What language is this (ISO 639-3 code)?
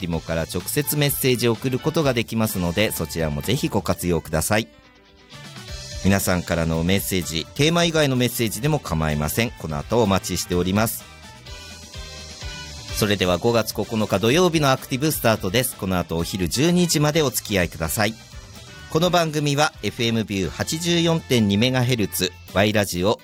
jpn